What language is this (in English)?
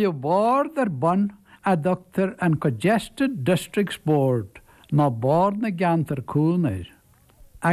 Irish